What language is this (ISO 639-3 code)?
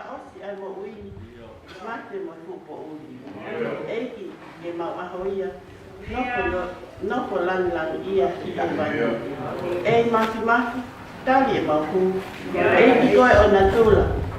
ton